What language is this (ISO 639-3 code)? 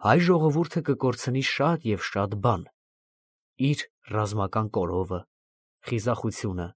hye